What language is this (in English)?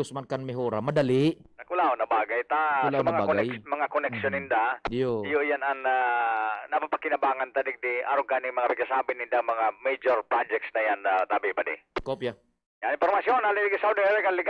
Bikol